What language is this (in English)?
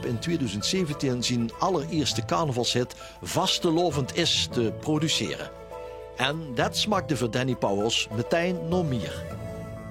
Limburgish